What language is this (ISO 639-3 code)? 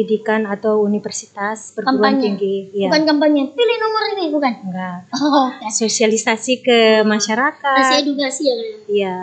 ind